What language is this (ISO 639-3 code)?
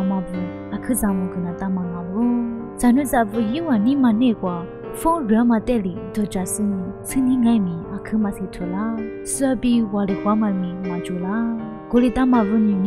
lis